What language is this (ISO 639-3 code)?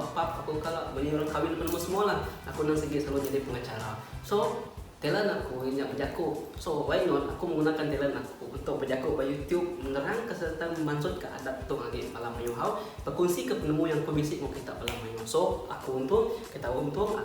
iba